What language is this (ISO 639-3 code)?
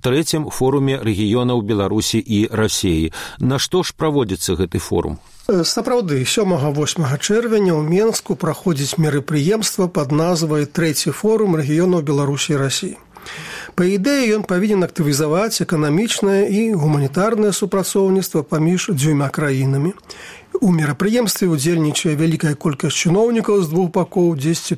bel